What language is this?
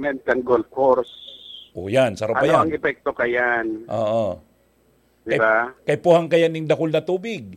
Bikol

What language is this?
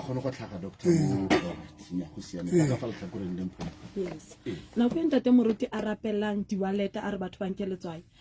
Southern Sotho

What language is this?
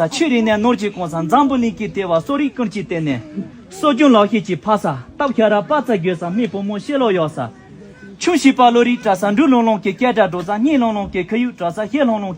Tibetan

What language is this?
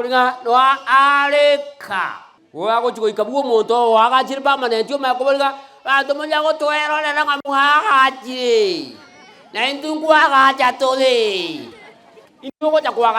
Gusii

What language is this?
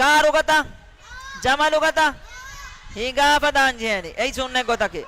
Divehi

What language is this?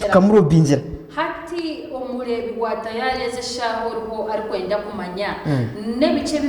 Nyankole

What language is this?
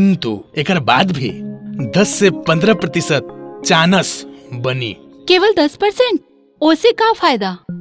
Bhojpuri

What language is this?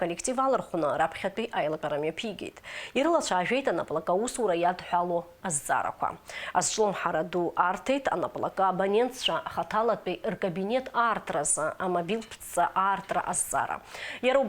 Abkhazian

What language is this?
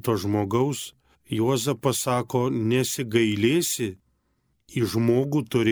Lithuanian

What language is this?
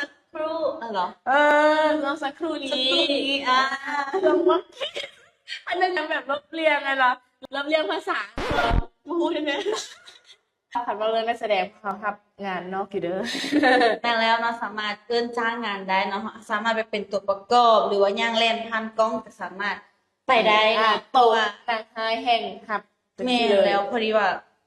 Lao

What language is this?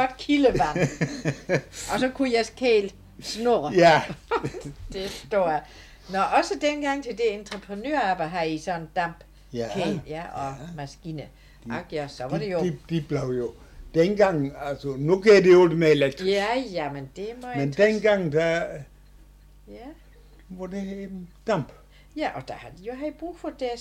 Danish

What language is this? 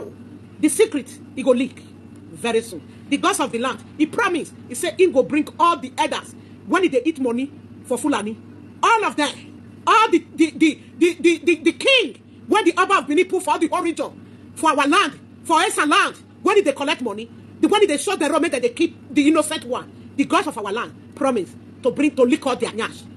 Nigerian Pidgin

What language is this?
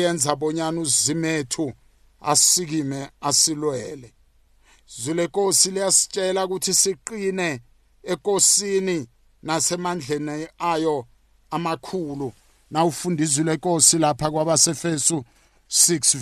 South Ndebele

